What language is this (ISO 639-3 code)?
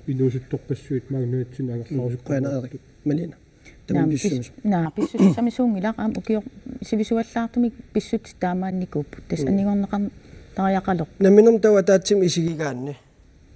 kal